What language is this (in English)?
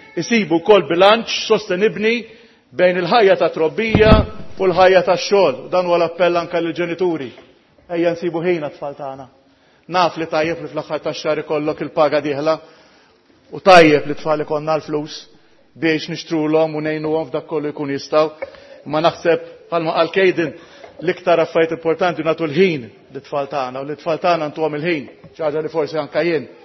Maltese